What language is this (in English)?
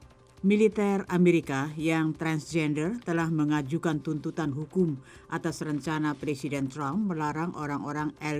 Indonesian